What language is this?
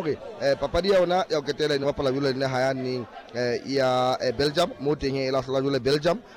Southern Sotho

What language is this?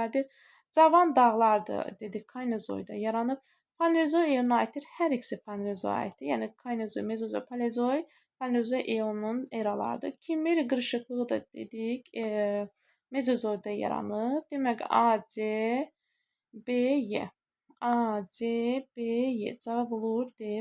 Azerbaijani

